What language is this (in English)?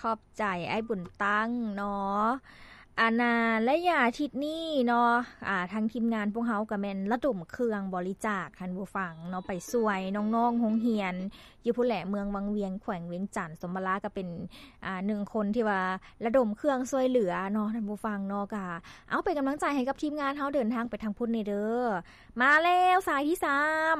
Lao